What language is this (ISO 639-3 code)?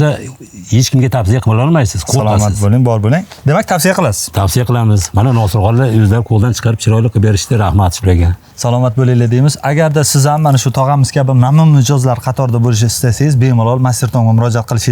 uzb